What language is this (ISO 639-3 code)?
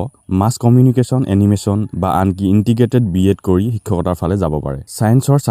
asm